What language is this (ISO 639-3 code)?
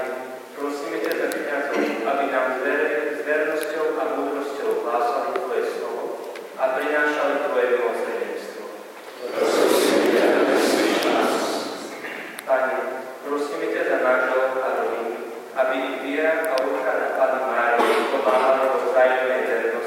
slk